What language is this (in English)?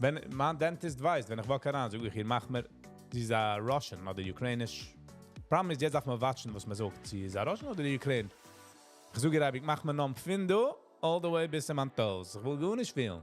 Yiddish